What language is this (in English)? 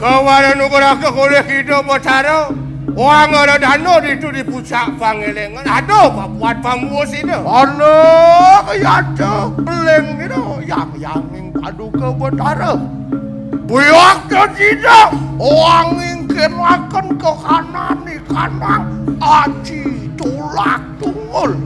Balinese